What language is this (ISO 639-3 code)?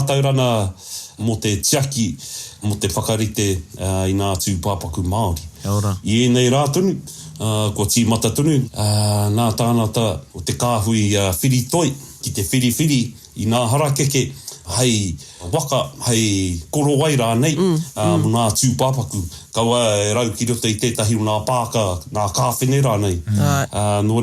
mri